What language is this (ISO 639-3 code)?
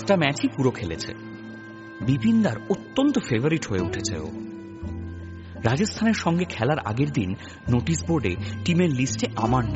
ben